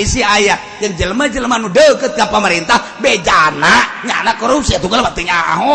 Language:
Sundanese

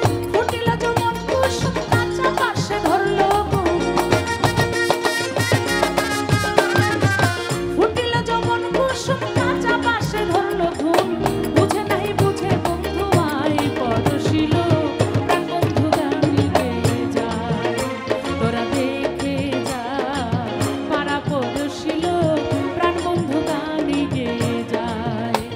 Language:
Bangla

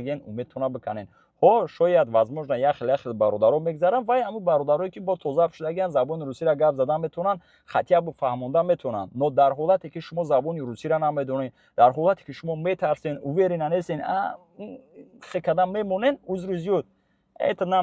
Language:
Tajik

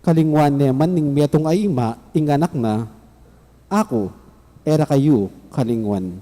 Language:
Pampanga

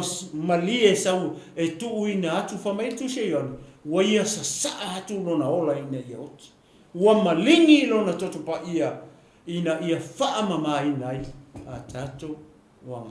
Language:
Samoan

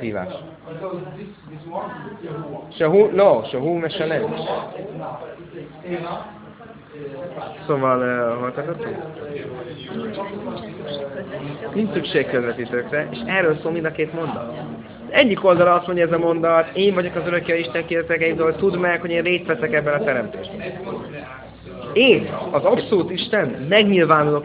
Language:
Hungarian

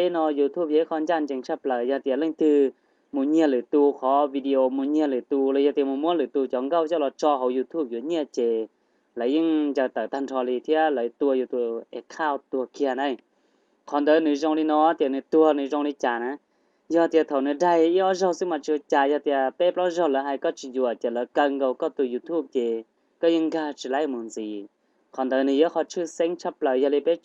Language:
Hmong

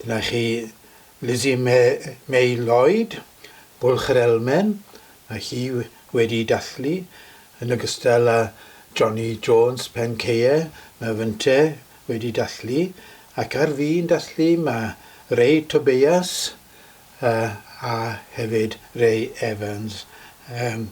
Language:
Welsh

